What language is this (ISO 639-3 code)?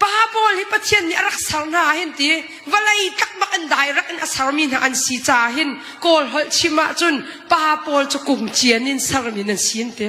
cnh